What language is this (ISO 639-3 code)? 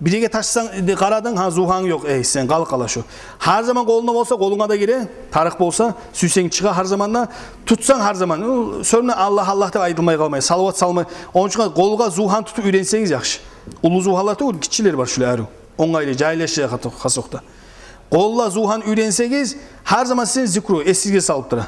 kum